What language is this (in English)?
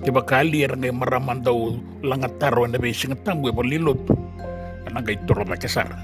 Fijian